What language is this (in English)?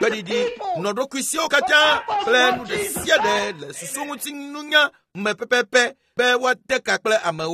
Ewe